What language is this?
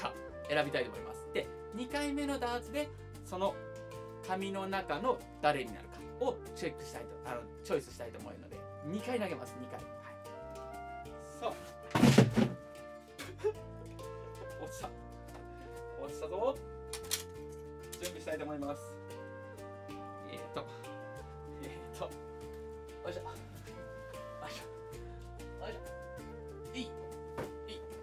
Japanese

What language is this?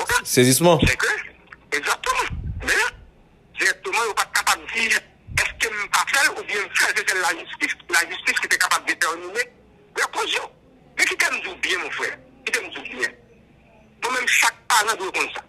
Haitian Creole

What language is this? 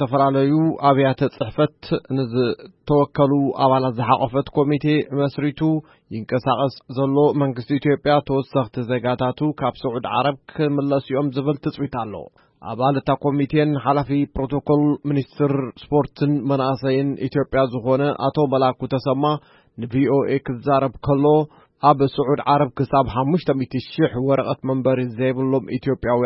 Tigrinya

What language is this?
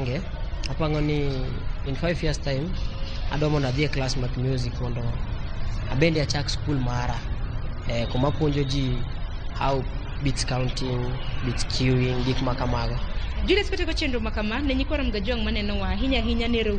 Luo (Kenya and Tanzania)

